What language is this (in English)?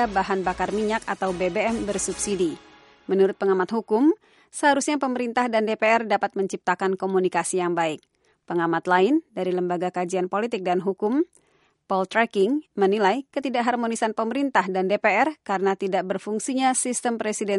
Indonesian